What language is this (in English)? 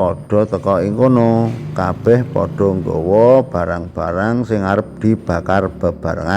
Javanese